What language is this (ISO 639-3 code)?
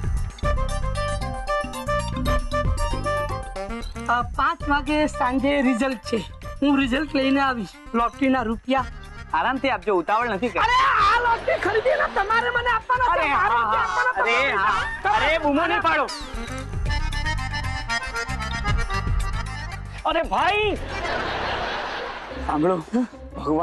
guj